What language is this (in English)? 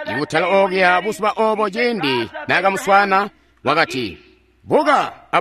Tonga (Zambia)